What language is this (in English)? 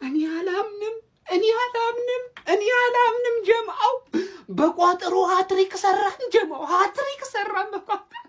Amharic